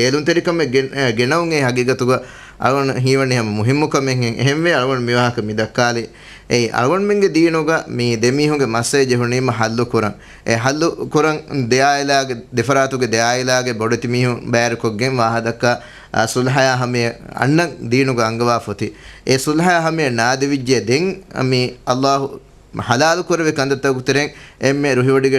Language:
Divehi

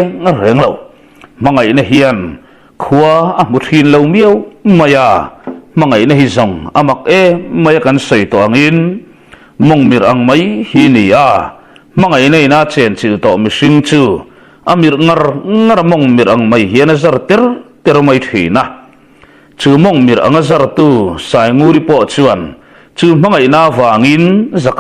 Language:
Mizo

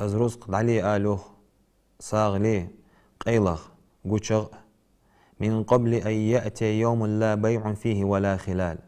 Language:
Ingush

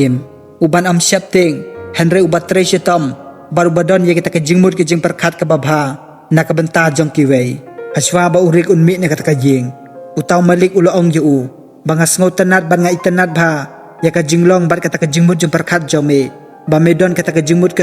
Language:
Khasi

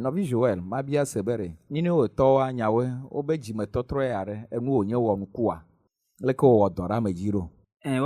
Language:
Ewe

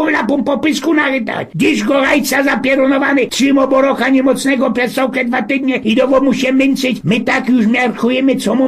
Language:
Silesian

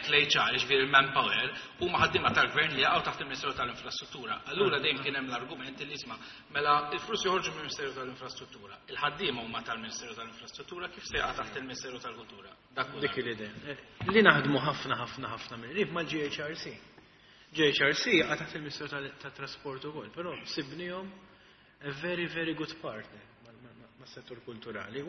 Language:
Maltese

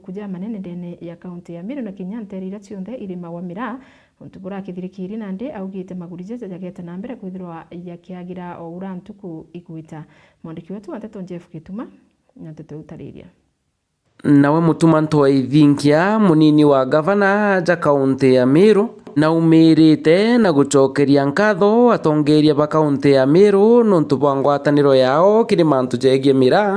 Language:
Meru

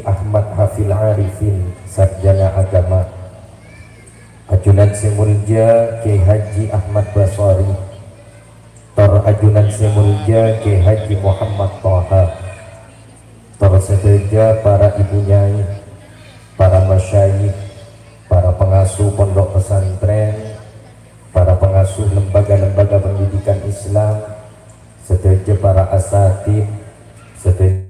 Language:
Madurese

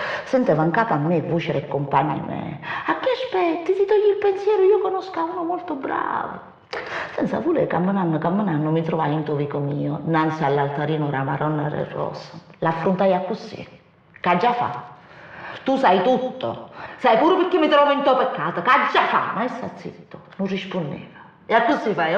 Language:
Neapolitan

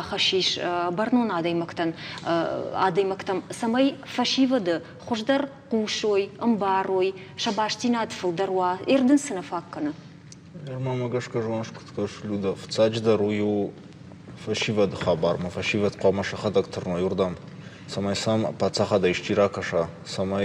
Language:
Ossetic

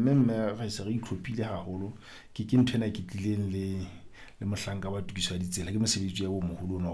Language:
Southern Sotho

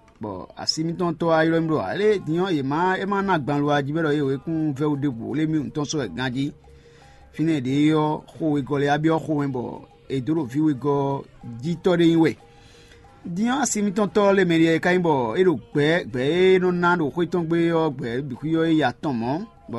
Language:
Fon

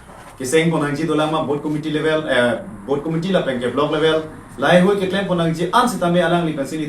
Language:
Karbi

